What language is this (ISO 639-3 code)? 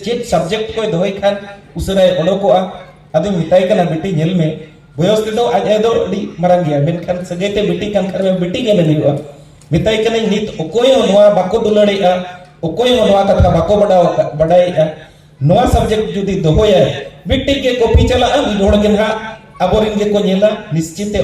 sat